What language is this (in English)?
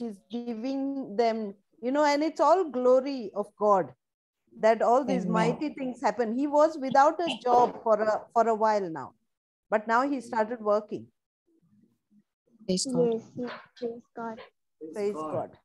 Konkani